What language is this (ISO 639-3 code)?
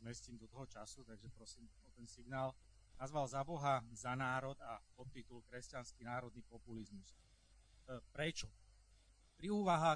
slk